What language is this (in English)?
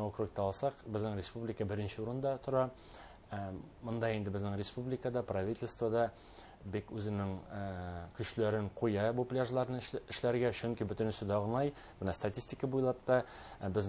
Bashkir